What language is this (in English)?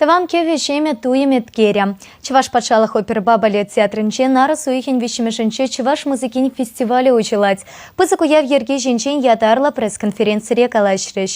Chuvash